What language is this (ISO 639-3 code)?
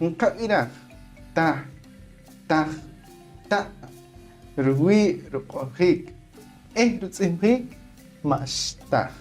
poh